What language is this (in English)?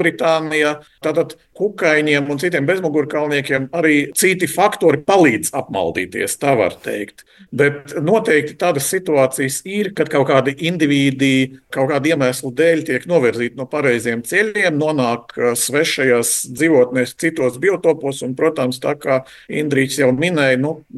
Latvian